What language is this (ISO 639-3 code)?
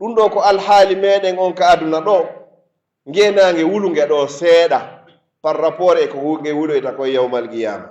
fuf